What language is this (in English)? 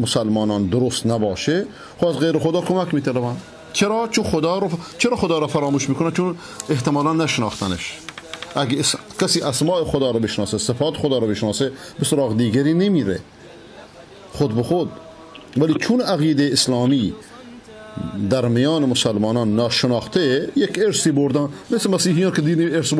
Persian